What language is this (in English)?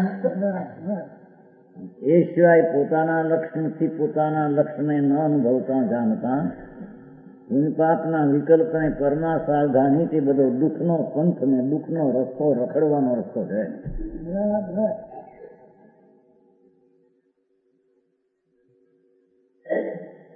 Gujarati